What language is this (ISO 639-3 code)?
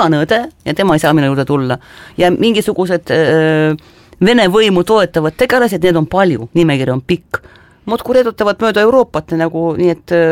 est